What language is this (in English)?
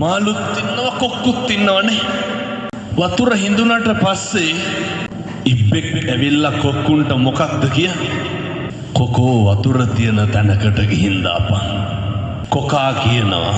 Sinhala